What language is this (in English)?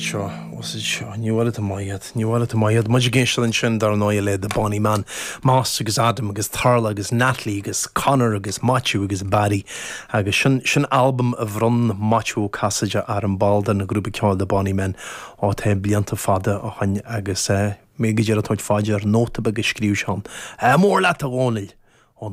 Irish